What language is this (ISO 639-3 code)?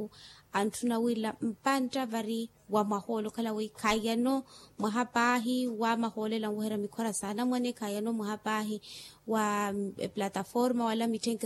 vmw